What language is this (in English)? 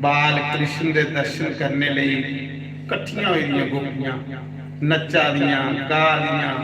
Dogri